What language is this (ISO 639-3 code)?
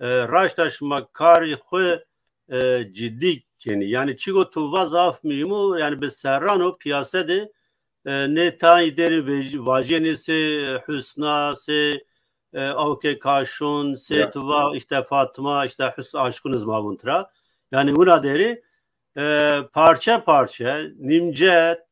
zza